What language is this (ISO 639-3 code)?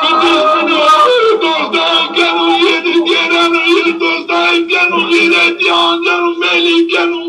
zza